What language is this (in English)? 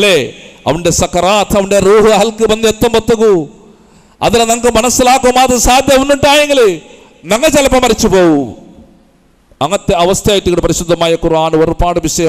Malayalam